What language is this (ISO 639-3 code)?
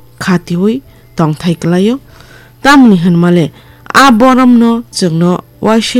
trp